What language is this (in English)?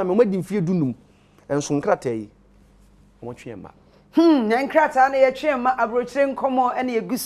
Akan